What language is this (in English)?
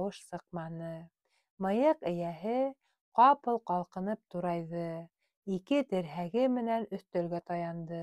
Bashkir